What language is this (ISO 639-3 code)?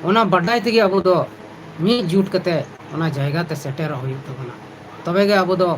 sat